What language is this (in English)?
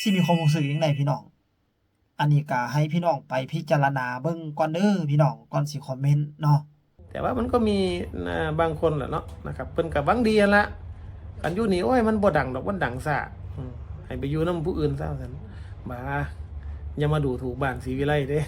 Northeastern Thai